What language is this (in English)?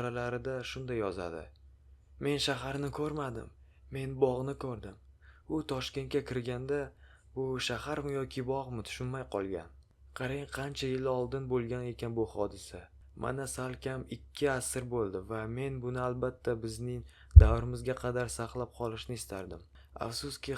Uzbek